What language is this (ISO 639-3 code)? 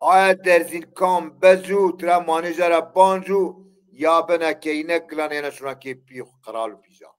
zza